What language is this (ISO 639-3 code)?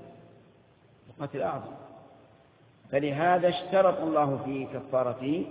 ara